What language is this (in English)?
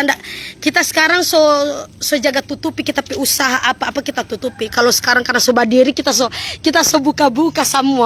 Manado Malay